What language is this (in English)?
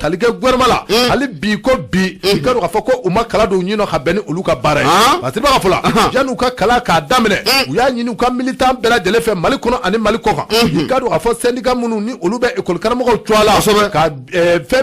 Bambara